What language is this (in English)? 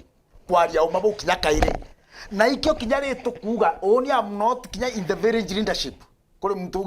Meru